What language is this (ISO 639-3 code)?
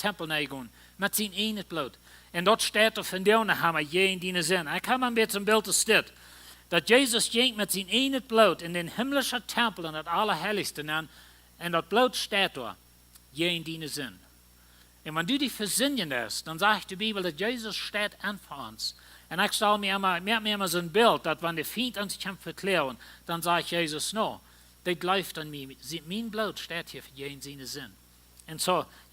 pdt